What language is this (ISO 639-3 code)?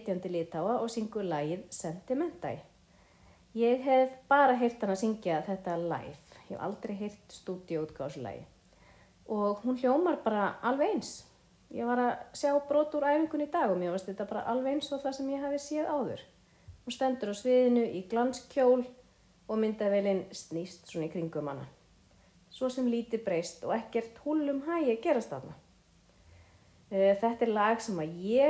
isl